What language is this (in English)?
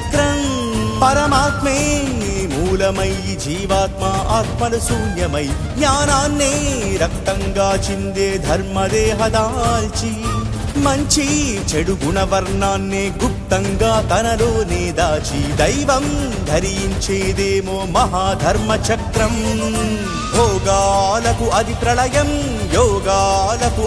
Telugu